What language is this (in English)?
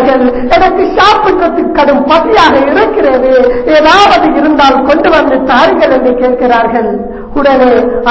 Tamil